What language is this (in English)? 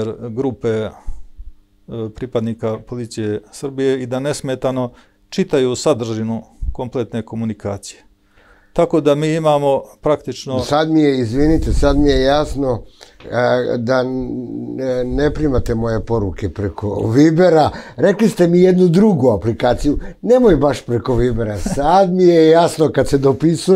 Serbian